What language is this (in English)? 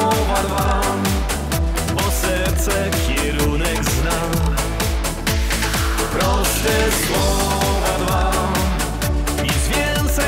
Polish